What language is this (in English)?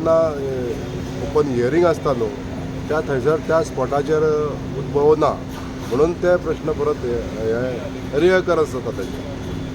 Konkani